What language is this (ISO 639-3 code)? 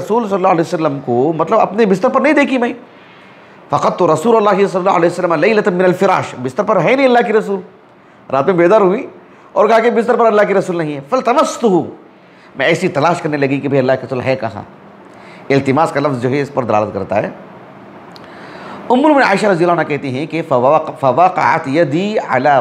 urd